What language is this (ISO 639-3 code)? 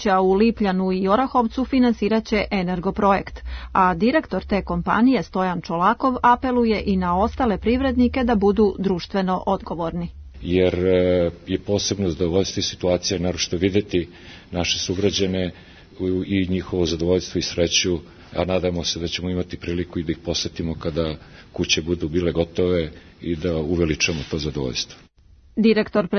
srp